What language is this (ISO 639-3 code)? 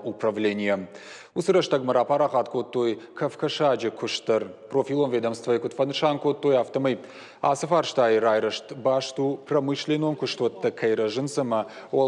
oss